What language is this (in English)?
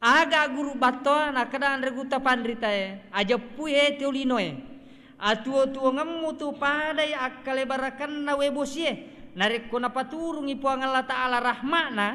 Buginese